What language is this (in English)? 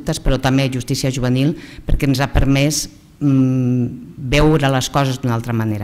Catalan